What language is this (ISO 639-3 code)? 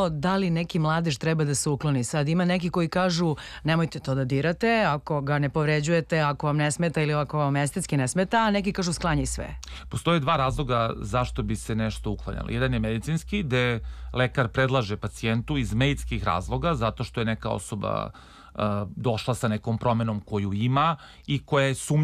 srp